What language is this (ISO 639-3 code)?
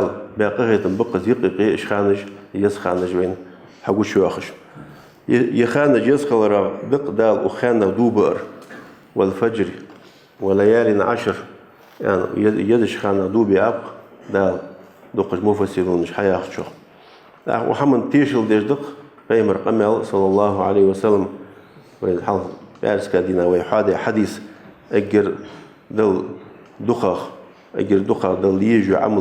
inh